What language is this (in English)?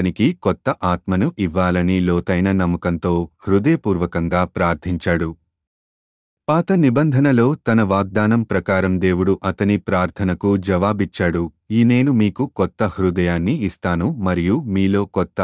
Telugu